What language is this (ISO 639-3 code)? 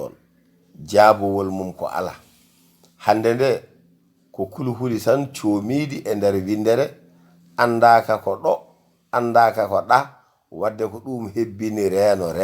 ful